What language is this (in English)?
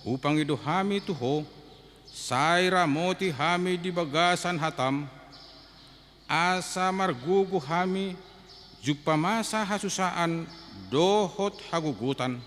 Batak Toba